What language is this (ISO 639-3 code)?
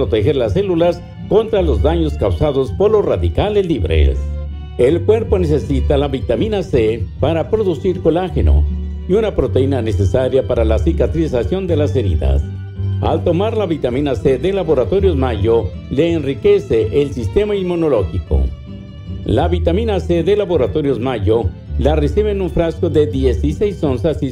spa